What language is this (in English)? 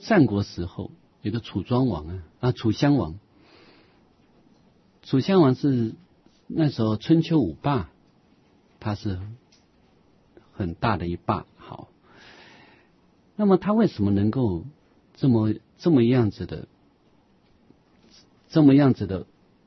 Chinese